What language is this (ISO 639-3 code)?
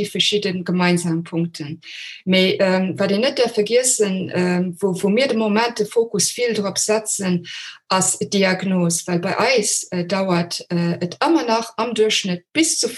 ltz